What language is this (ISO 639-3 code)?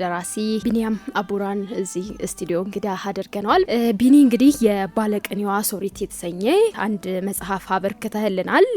amh